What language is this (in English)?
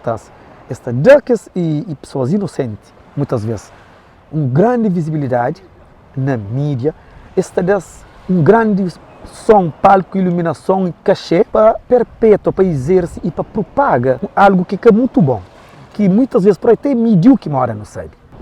Kabuverdianu